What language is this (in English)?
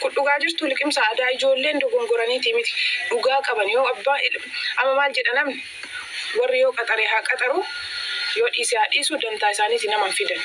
Oromo